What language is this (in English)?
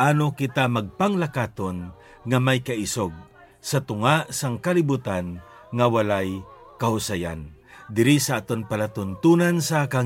Hiligaynon